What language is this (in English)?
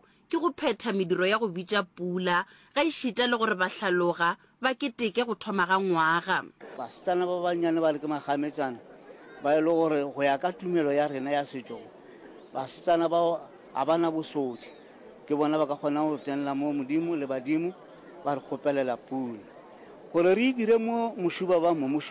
Northern Sotho